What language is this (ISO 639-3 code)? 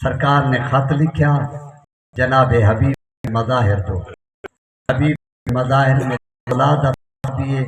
skr